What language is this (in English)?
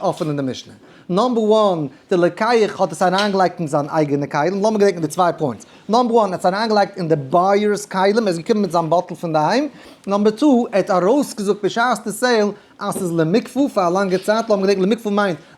Yiddish